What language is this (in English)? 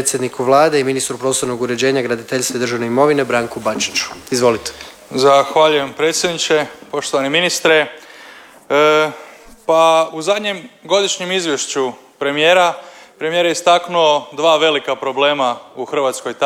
Croatian